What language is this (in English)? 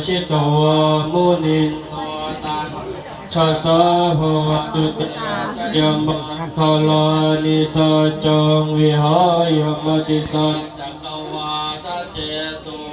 Pali